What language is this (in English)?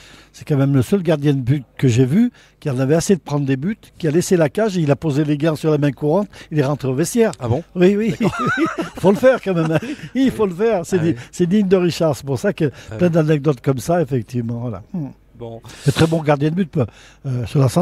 French